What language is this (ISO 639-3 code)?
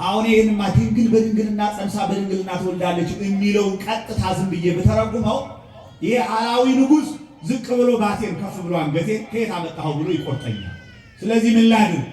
amh